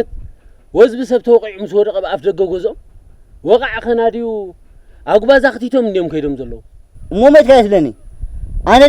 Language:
Tigrinya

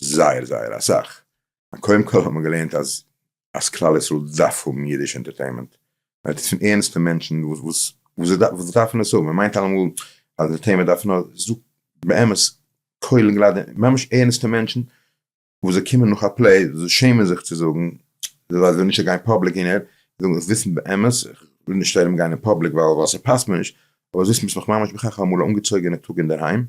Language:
Yiddish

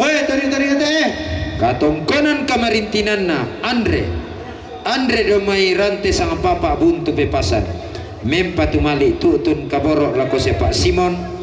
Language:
Toraja-Sa'dan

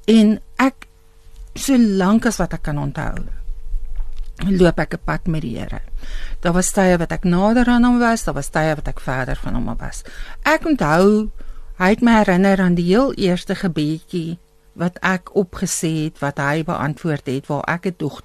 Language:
Afrikaans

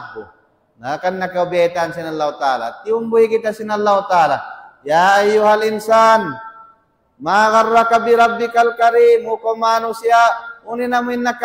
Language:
Tausug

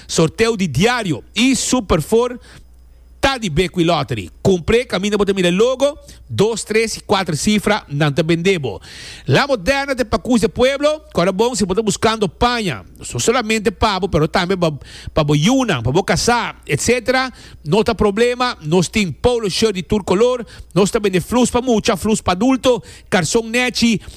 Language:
Papiamento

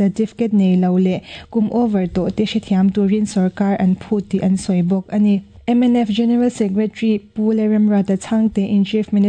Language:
Mizo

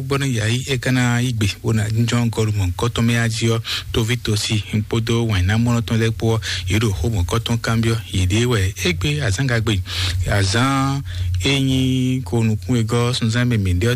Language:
Fon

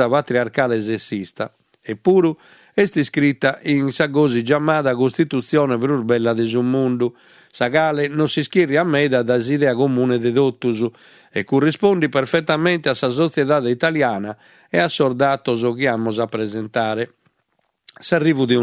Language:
Sardinian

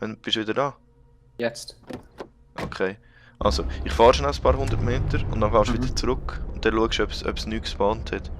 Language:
Swiss German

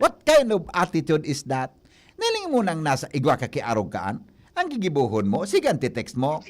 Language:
Bikol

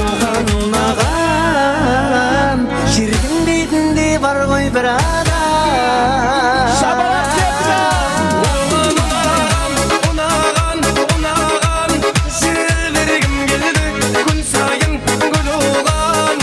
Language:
Kara-Kalpak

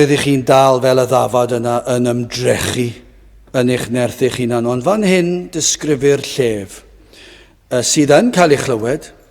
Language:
Welsh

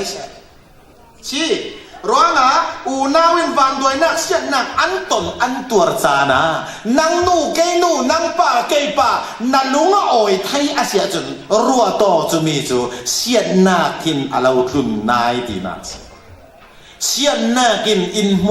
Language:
Falam Chin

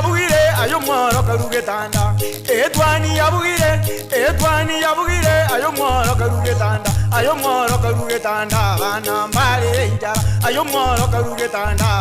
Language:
Gusii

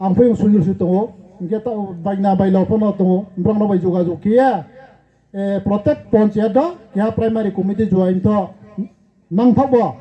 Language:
Riang (India)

